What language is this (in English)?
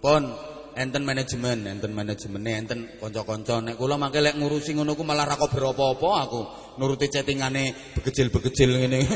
Javanese